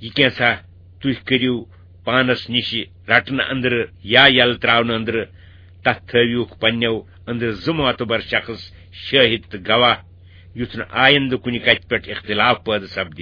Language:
Kashmiri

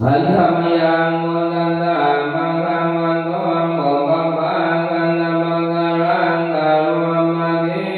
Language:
Pali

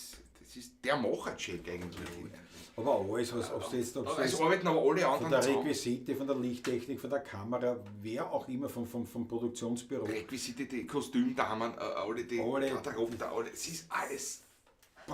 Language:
Bavarian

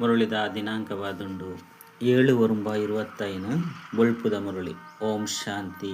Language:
Tulu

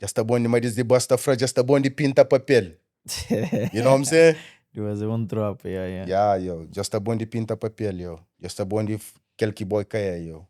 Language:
Kabuverdianu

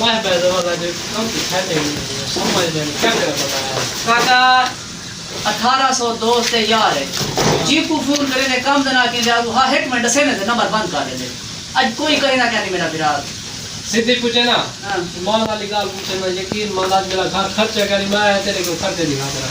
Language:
Saraiki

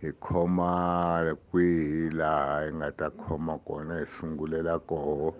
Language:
Tsonga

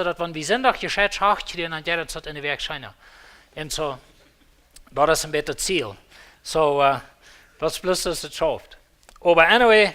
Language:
Plautdietsch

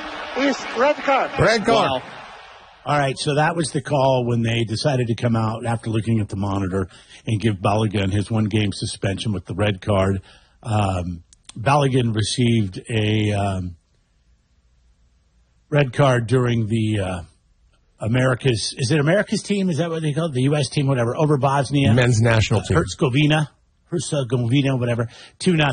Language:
English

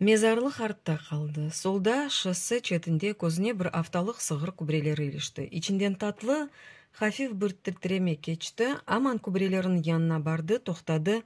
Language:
Crimean Tatar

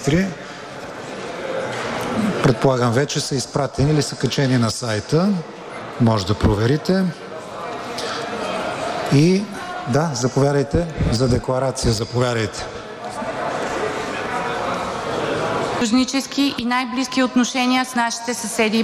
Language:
Bulgarian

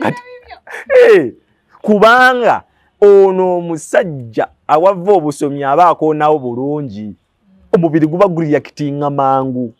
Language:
Ganda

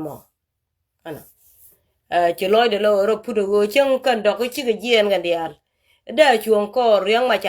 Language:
Nuer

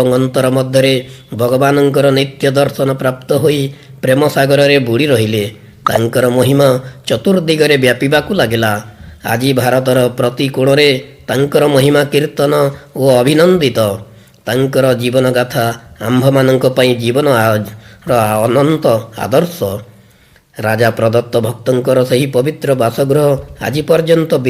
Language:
Odia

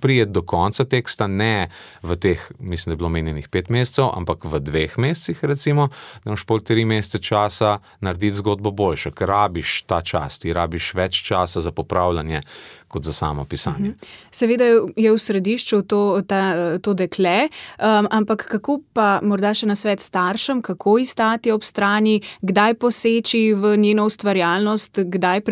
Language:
Slovenian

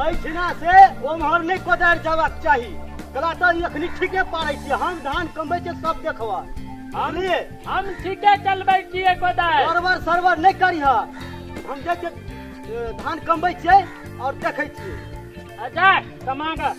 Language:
Maithili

